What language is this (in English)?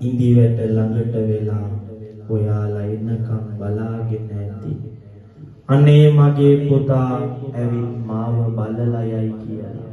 Sinhala